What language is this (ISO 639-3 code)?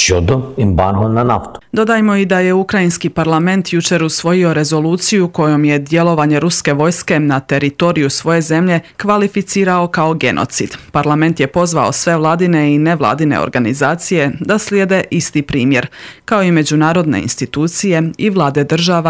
hrv